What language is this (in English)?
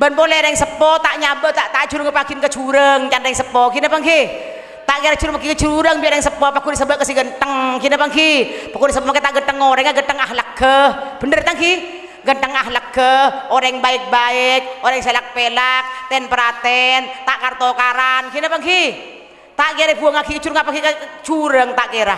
Madurese